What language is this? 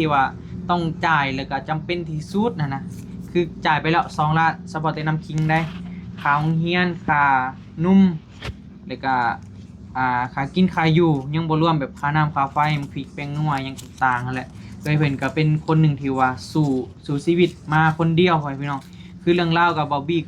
Northeastern Thai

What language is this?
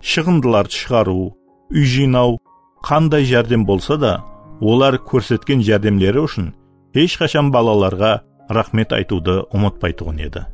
Kara-Kalpak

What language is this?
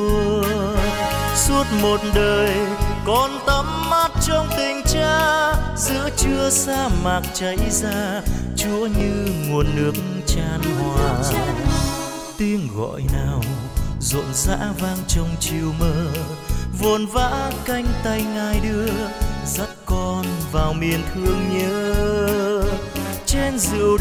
Vietnamese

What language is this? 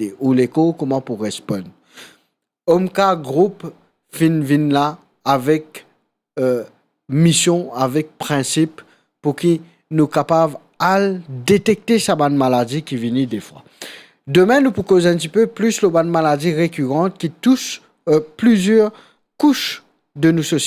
Morisyen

